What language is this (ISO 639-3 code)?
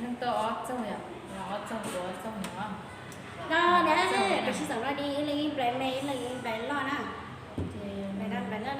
hmn